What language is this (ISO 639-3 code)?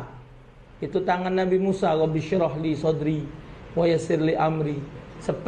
mui